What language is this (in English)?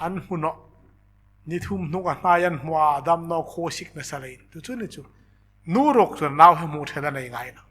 Hmar